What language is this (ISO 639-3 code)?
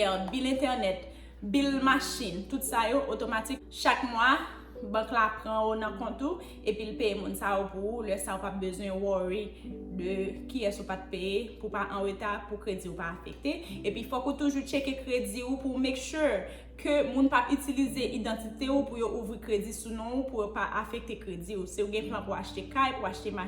hat